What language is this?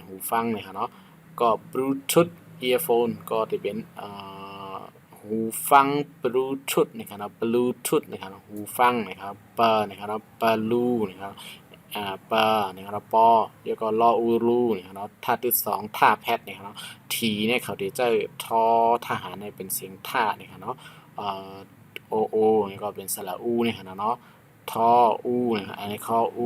Shan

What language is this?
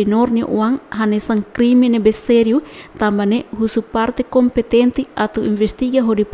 Tetum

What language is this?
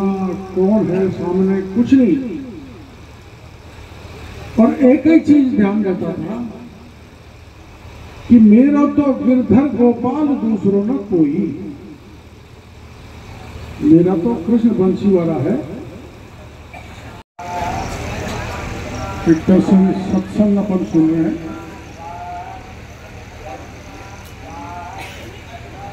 Hindi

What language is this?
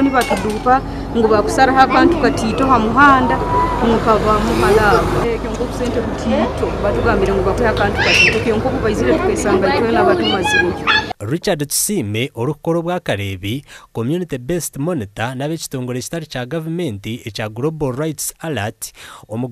Nyankole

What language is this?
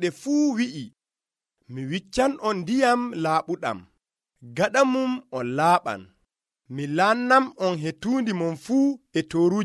Nigerian Fulfulde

